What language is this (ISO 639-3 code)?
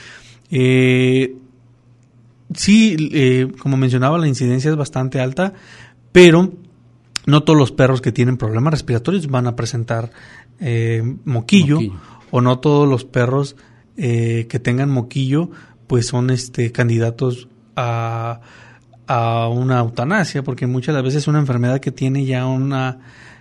spa